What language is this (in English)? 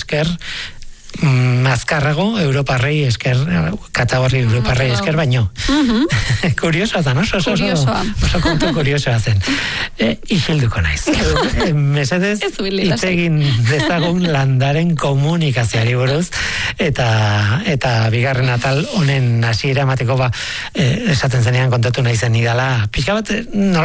Basque